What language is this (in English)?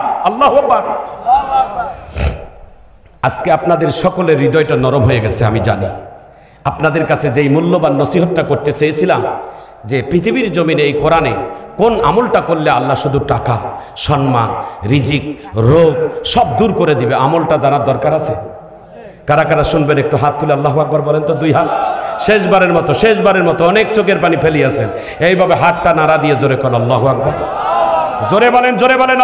Bangla